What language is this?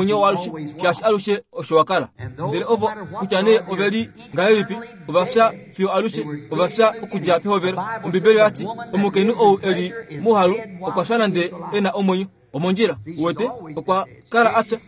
Kuanyama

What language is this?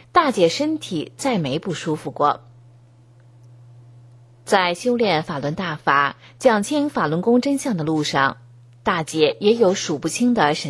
Chinese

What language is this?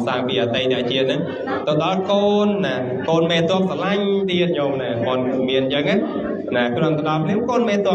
Khmer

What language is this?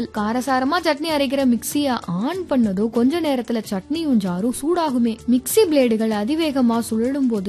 Tamil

